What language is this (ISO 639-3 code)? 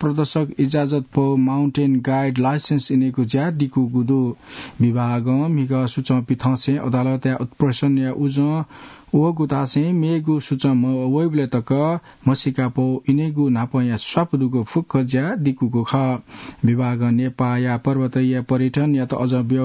new